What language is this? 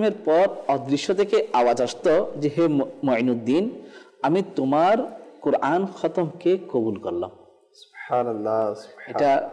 Bangla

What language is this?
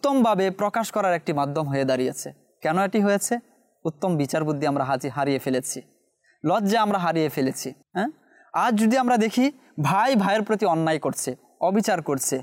Bangla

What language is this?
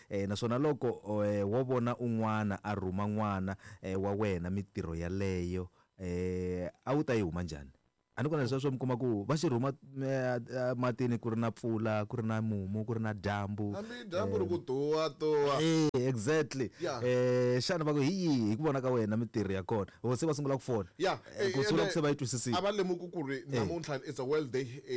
Tsonga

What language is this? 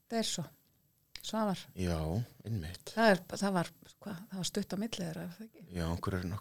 Icelandic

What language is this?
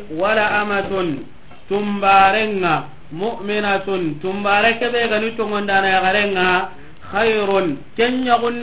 Soninke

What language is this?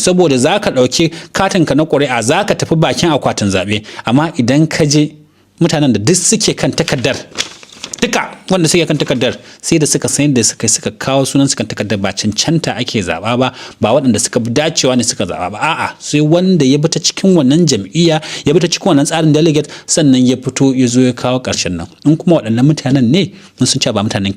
Hausa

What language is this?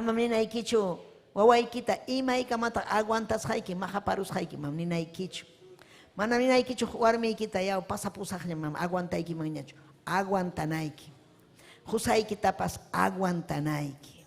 Ayacucho Quechua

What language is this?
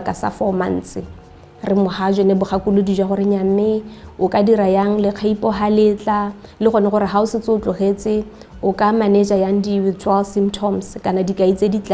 Tswana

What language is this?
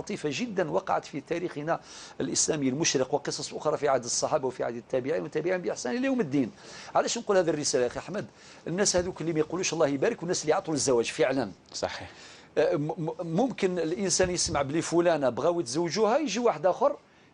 Algerian Arabic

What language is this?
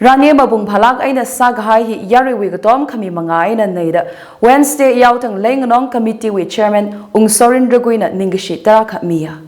Tangkhul Naga (India)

